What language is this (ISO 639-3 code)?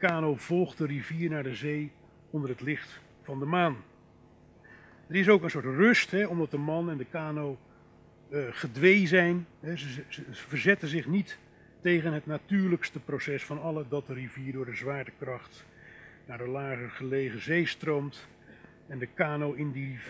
nld